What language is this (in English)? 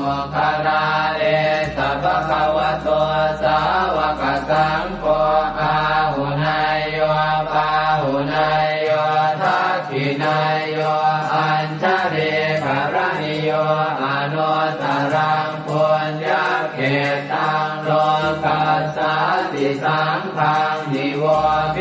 Pali